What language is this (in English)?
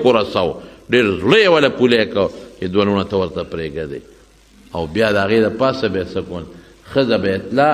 Pashto